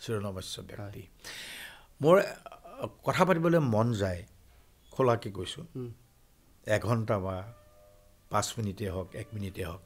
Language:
Assamese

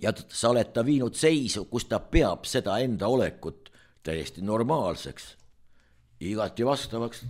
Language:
Estonian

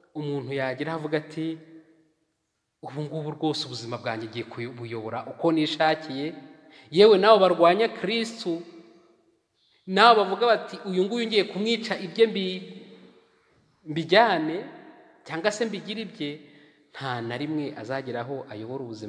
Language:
Kinyarwanda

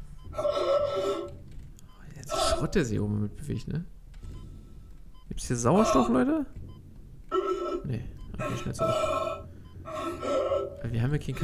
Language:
German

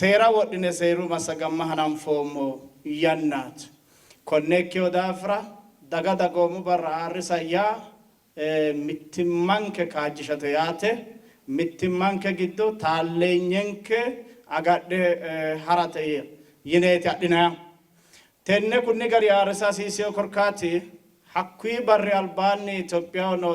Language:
Sidamo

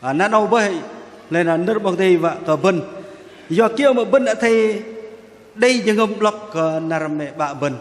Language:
Bahnar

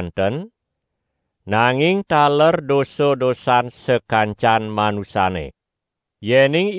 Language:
Balinese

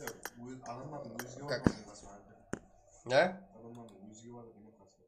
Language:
Kara-Kalpak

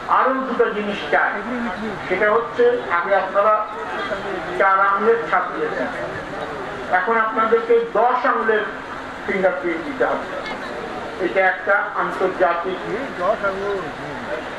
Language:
Bangla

